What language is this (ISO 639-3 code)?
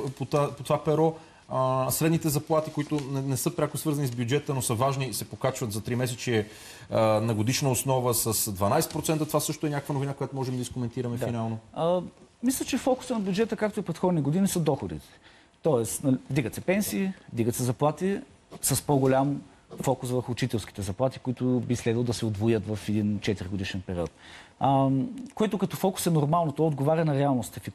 bul